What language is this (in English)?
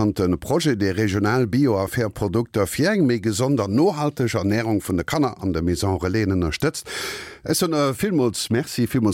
Luxembourgish